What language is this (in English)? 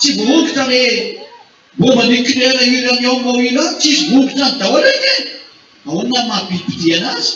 Malagasy